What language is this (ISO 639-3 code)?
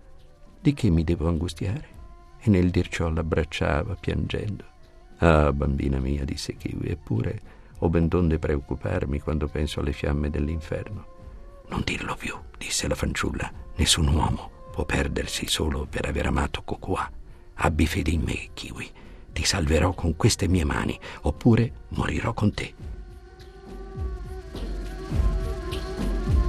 ita